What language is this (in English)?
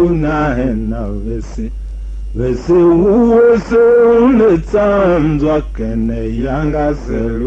Tiv